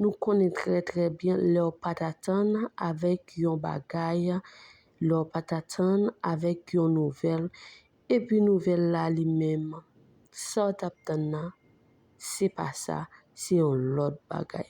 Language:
Haitian Creole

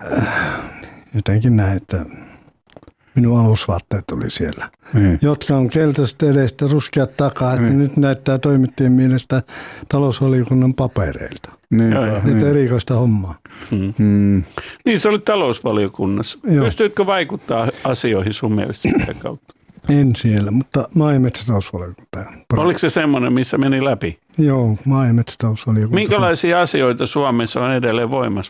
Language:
Finnish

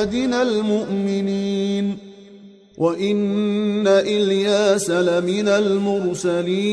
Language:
Arabic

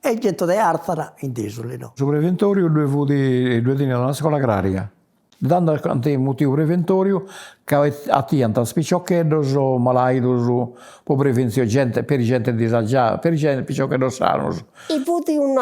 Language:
Sardinian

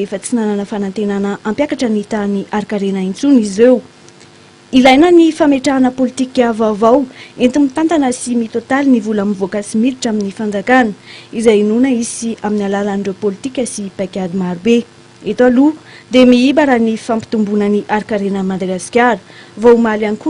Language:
Malagasy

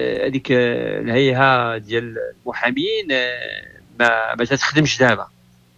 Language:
Moroccan Arabic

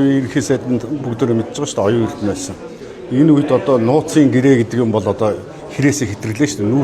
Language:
Mongolian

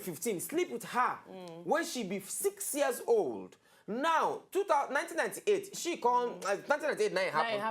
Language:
Nigerian Pidgin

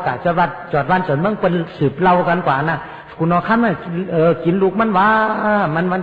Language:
Shan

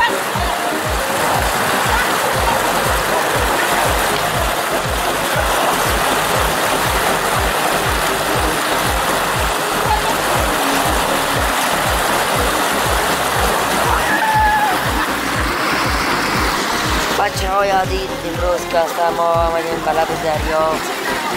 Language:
Persian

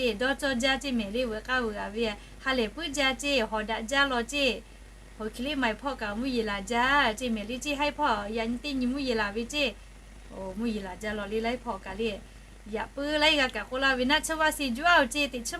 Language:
Lahu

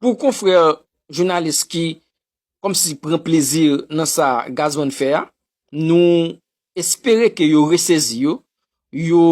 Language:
Haitian Creole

